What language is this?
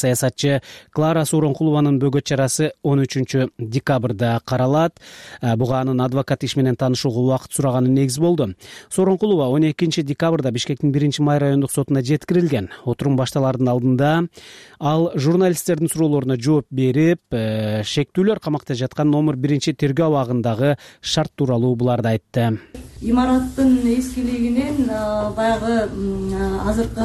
Kyrgyz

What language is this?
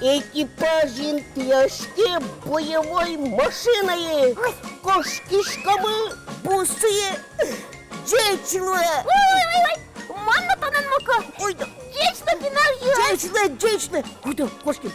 Udmurt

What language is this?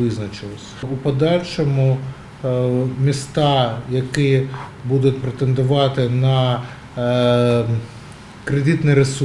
Ukrainian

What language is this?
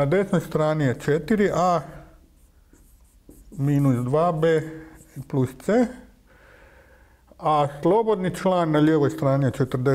Croatian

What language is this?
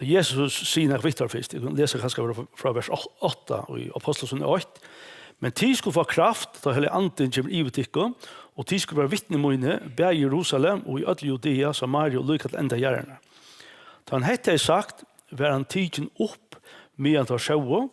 Faroese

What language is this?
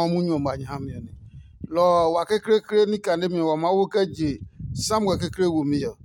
Adangme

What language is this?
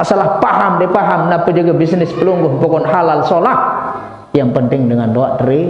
Sasak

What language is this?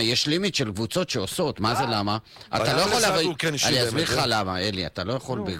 Hebrew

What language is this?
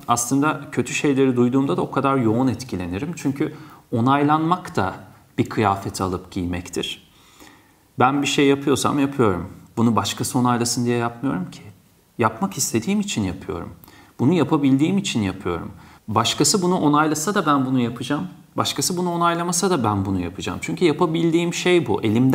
Turkish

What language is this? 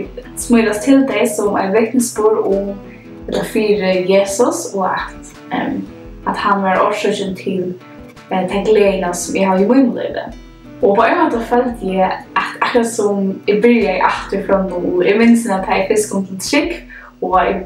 Faroese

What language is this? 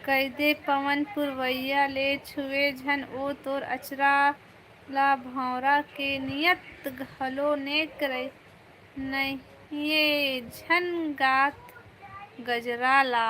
Chhattisgarhi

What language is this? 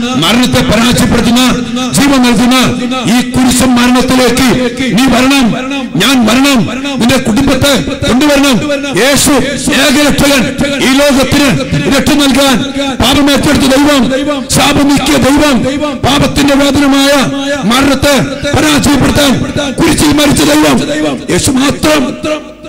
Malayalam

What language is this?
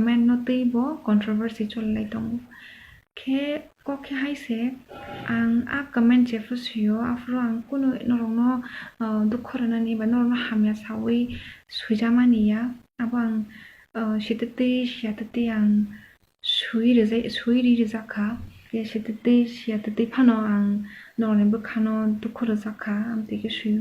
Kok Borok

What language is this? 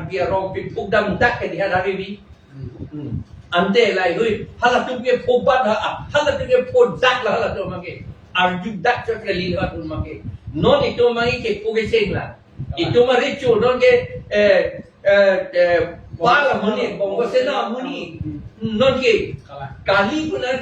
Karbi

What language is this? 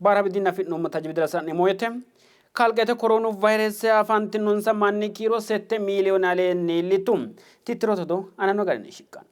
Sidamo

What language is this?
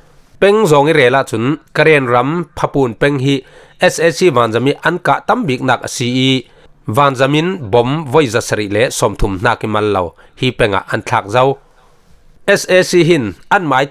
Falam Chin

